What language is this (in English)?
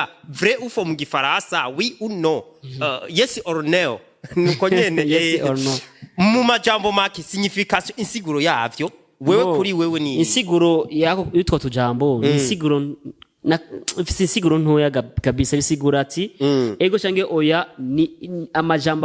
Rundi